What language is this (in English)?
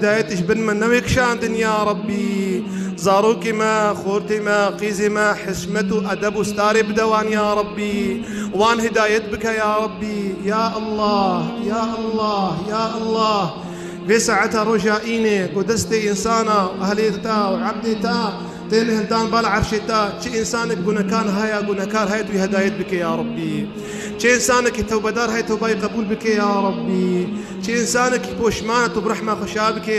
Kurdish